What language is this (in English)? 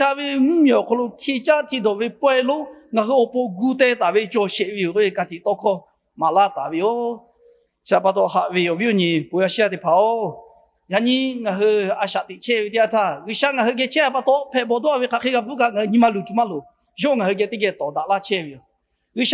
Lahu